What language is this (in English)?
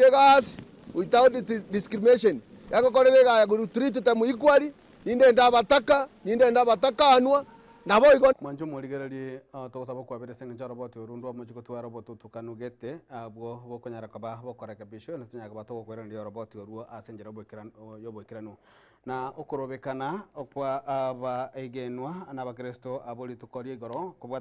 Gusii